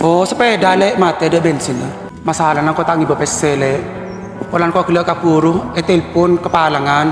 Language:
Madurese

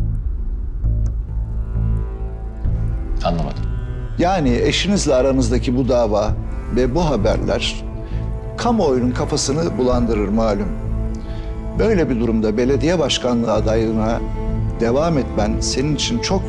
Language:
Turkish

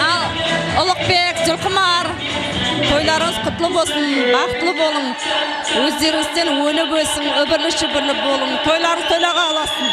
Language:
Kara-Kalpak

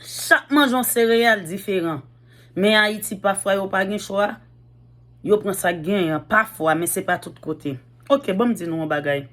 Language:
Haitian Creole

